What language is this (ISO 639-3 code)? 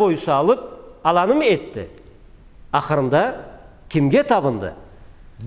krc